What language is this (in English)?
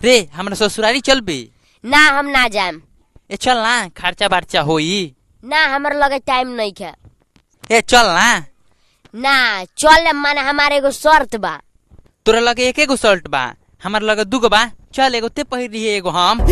Bhojpuri